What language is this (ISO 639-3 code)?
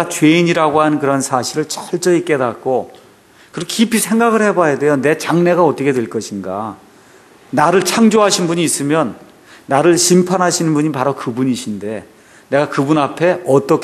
kor